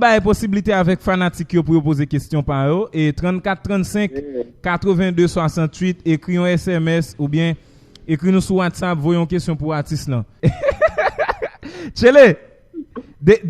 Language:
Haitian Creole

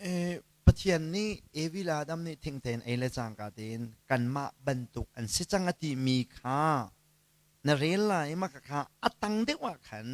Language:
Hakha Chin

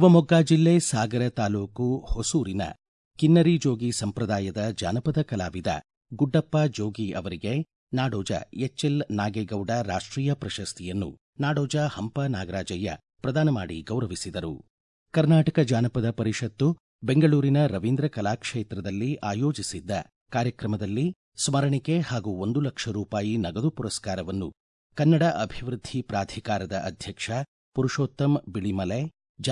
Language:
Kannada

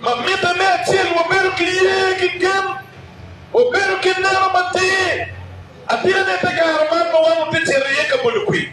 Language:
Acoli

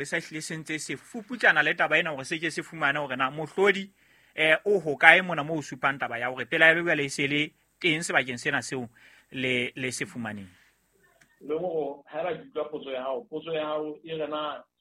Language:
Southern Sotho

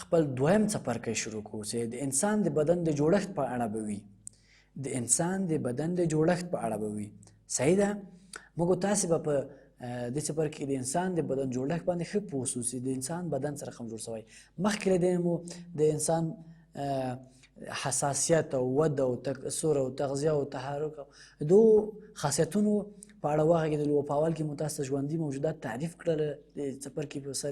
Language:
Pashto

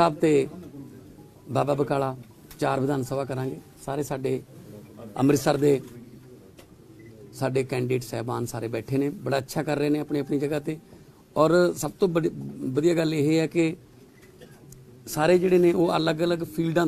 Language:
Punjabi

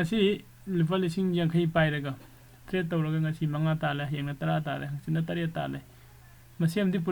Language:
Manipuri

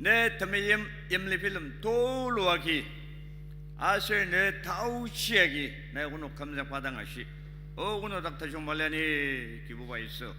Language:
Ao Naga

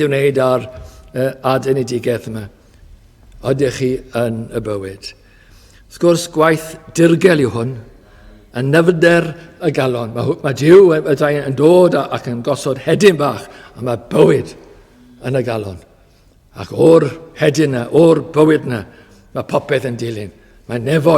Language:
Welsh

